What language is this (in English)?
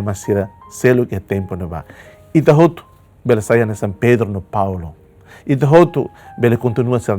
Tetum